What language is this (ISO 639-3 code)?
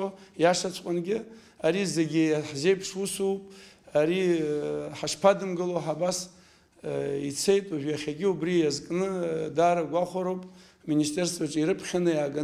abk